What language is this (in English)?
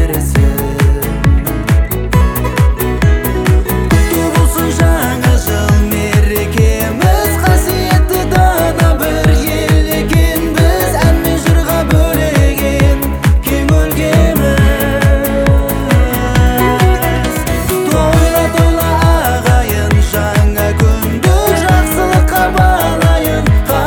Kazakh